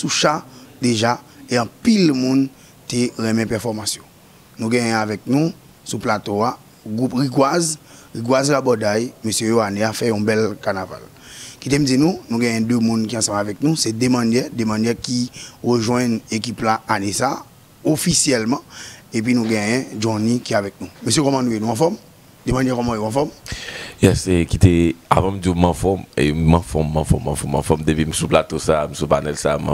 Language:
Haitian Creole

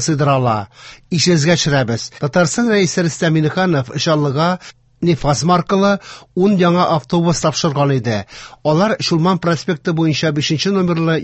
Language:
Tatar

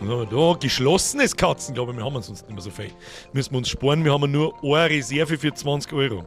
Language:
Bavarian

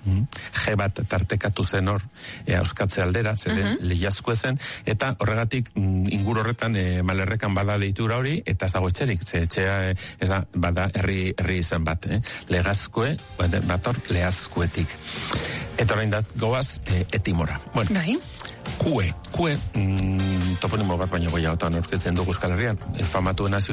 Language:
Basque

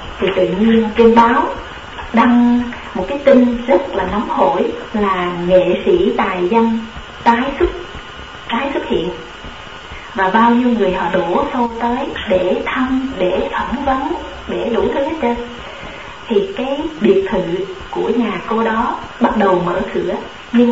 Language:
Vietnamese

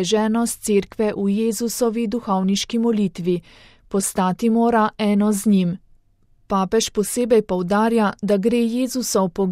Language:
Slovenian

